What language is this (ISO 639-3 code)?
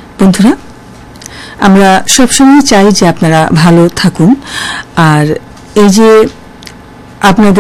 ben